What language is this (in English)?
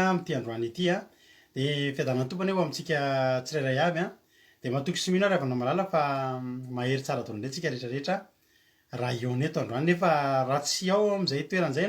Malagasy